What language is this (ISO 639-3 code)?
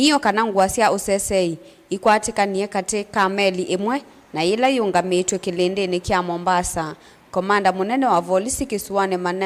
kam